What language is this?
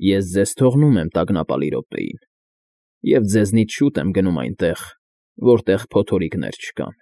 Armenian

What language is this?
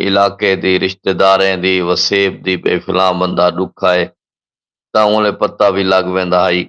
Saraiki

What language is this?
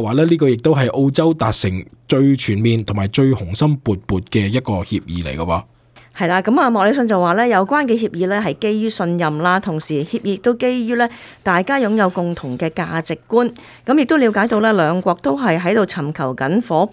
Cantonese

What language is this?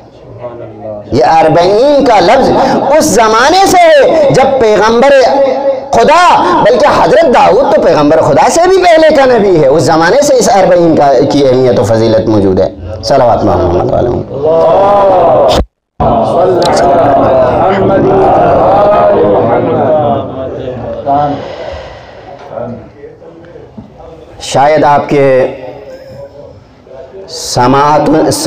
Urdu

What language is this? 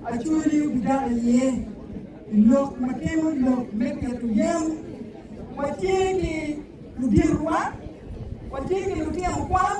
Acoli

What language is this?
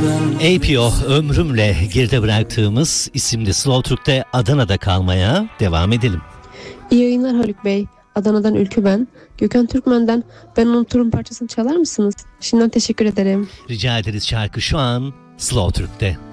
Turkish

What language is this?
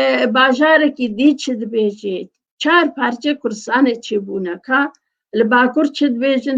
Kurdish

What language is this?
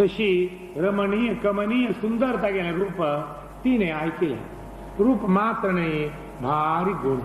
Konkani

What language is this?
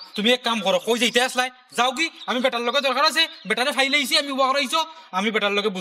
Sylheti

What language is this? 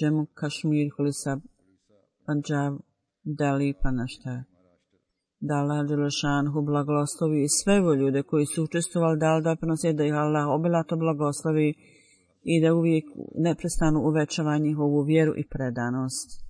Bosnian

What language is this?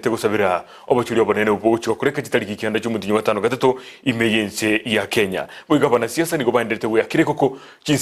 Gusii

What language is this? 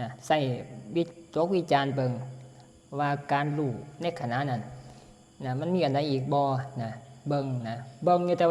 Northeastern Thai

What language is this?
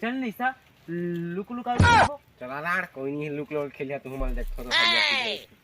Chhattisgarhi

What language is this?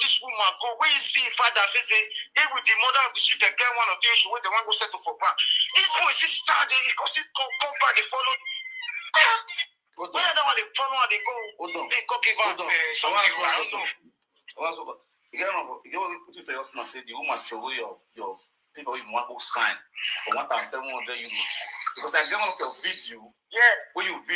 Nigerian Pidgin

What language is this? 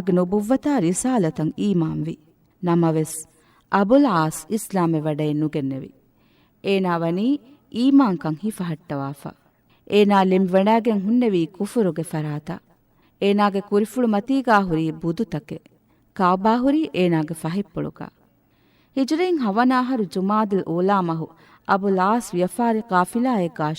Divehi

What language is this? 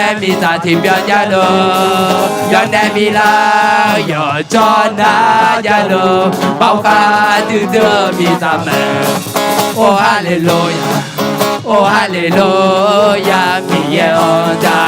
Akha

